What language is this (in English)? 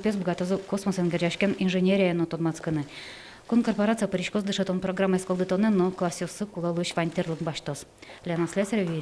Udmurt